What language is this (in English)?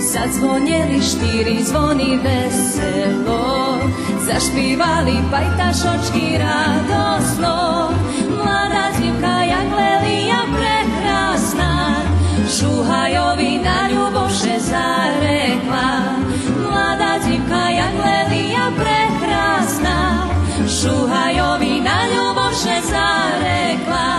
Rusyn